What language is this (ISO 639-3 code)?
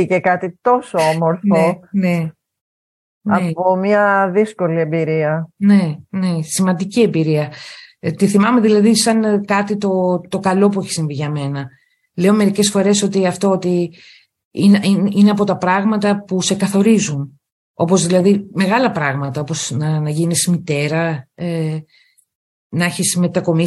ell